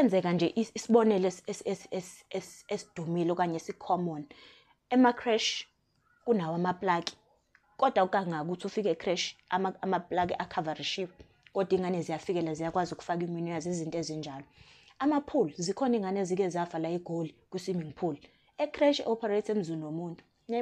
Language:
Zulu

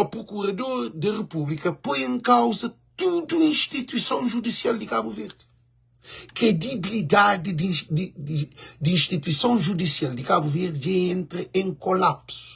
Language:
Kabuverdianu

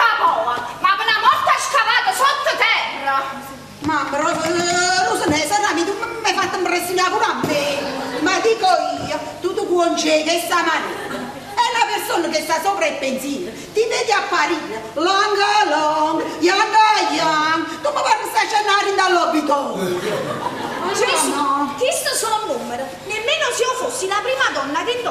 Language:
Neapolitan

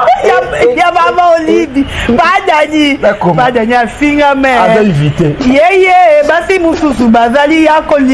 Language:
Lingala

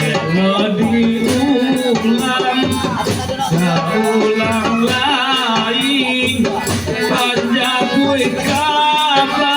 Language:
Minangkabau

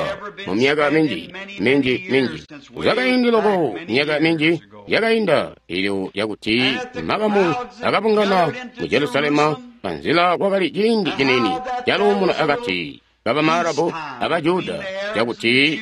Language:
Tonga (Zambia)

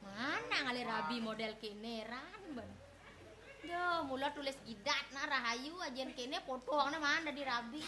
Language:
Balinese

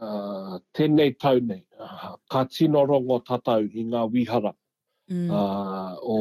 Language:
Māori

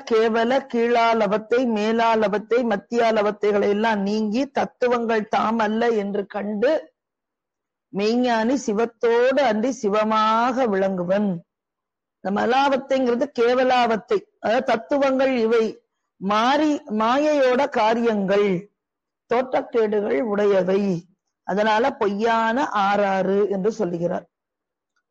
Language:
Tamil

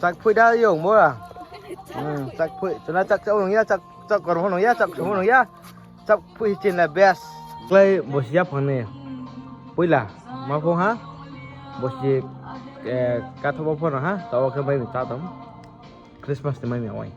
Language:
Riang (India)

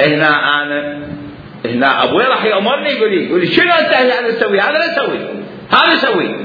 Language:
Mesopotamian Arabic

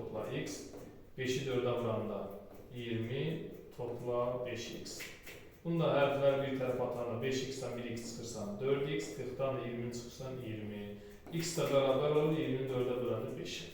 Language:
Azerbaijani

